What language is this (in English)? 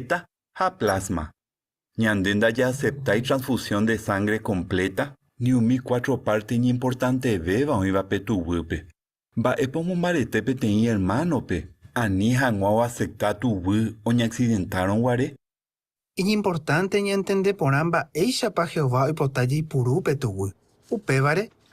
Guarani